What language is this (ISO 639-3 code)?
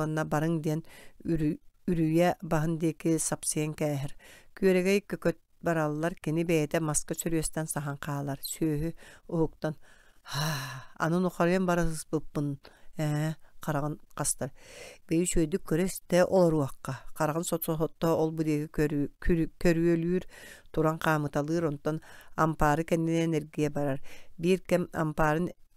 sah